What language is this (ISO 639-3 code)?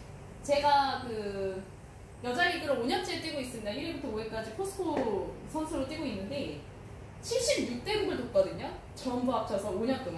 kor